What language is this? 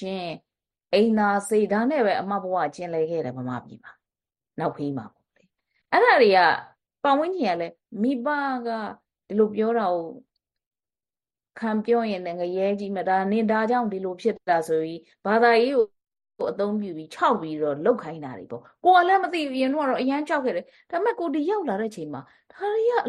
Burmese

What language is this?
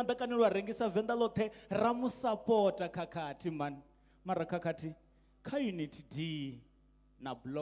Venda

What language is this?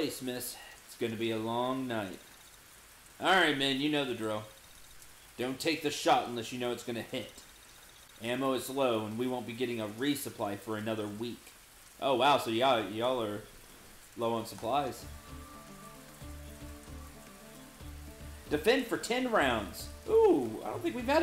English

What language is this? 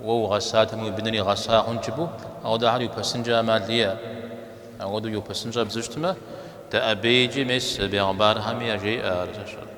Kabardian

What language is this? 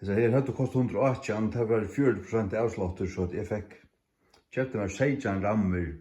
Faroese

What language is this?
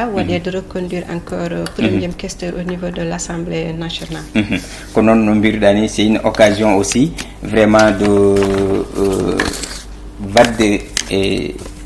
Fula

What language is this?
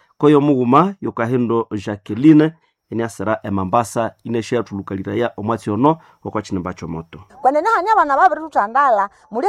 Nande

